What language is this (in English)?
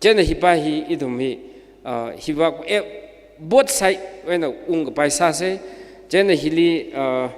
Tangkhul Naga (India)